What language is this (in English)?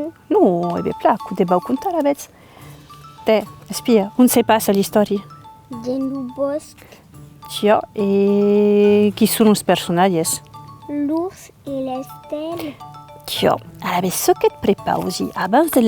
Occitan